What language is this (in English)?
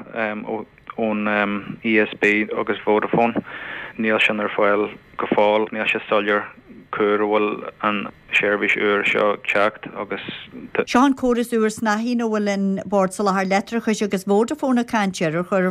Irish